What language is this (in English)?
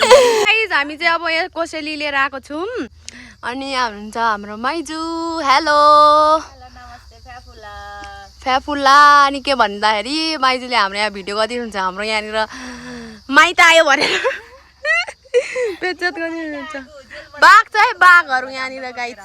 Nepali